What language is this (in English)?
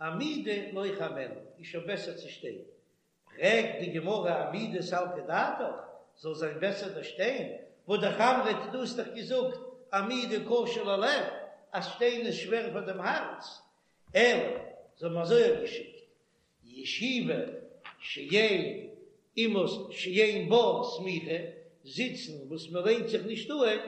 Yiddish